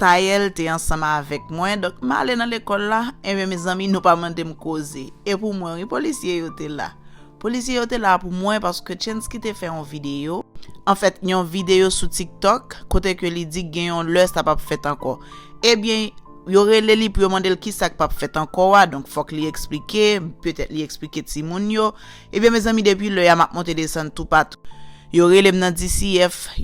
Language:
Haitian Creole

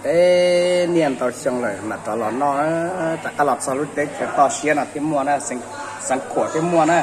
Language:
Hmong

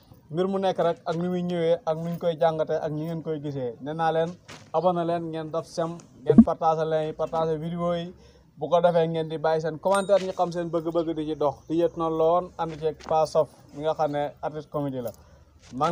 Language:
Wolof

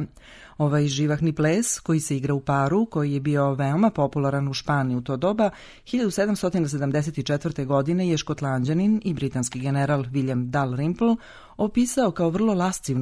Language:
Serbian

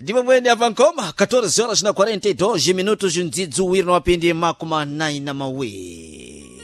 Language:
Sena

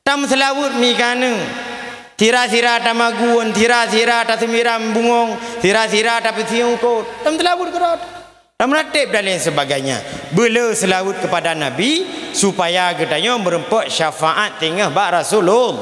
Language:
Achinese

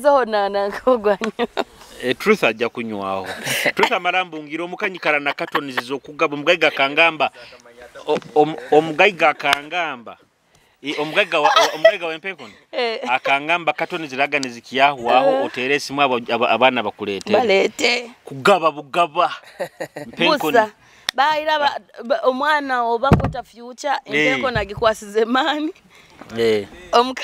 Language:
Nyoro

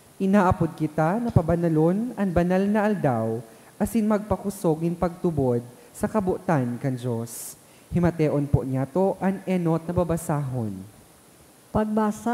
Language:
Bikol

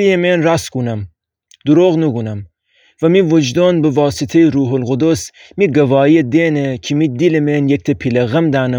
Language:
Gilaki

